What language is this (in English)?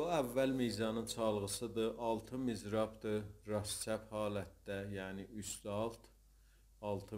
South Azerbaijani